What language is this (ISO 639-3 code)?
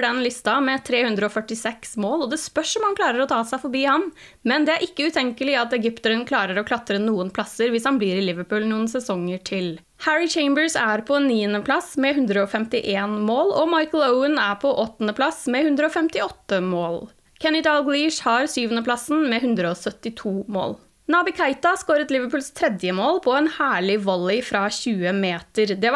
nor